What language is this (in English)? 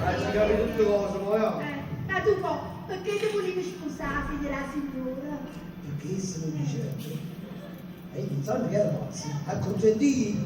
Neapolitan